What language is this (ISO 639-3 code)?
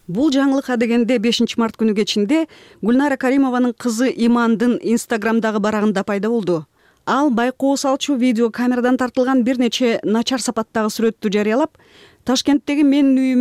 kir